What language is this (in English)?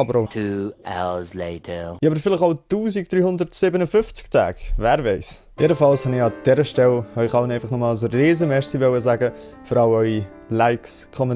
Swiss German